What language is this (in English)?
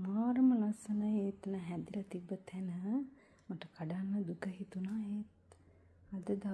Sinhala